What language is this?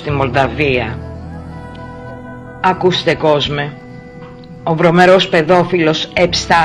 Greek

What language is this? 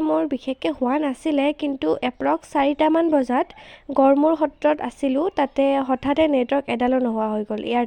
Assamese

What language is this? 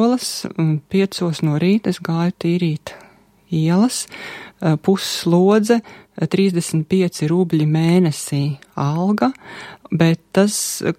Latvian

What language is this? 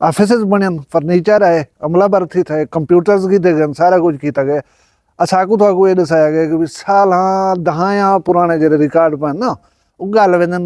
Saraiki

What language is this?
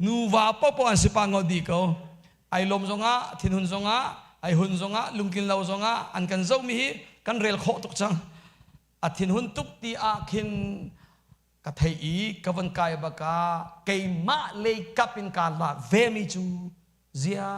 Hakha Chin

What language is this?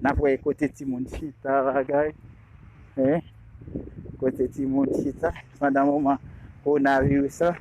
Haitian Creole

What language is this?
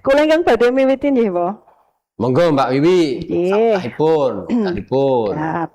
Javanese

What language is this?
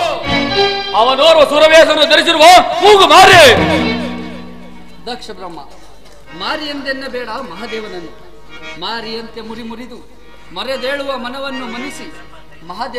Kannada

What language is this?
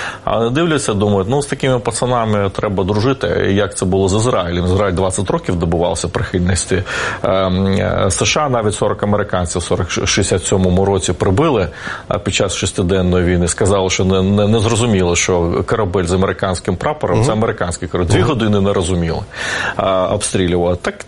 Ukrainian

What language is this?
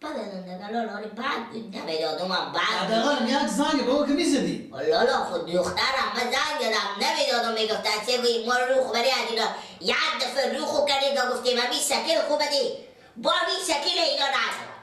Persian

